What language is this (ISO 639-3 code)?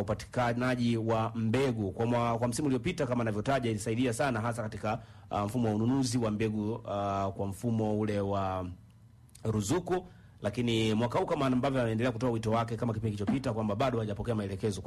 swa